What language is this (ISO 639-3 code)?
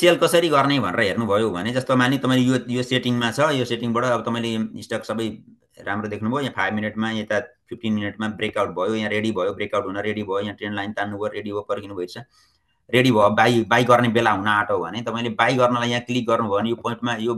nep